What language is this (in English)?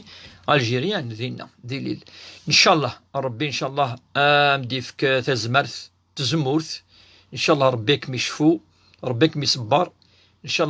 Kabyle